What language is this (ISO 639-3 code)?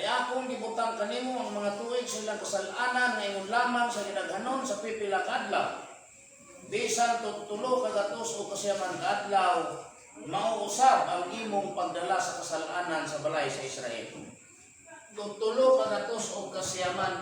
ceb